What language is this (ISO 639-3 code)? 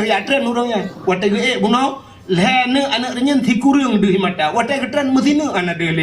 ace